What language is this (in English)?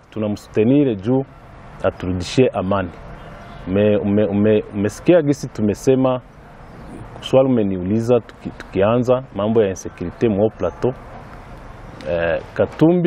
Swahili